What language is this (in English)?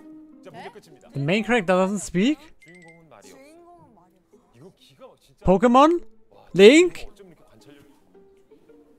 Korean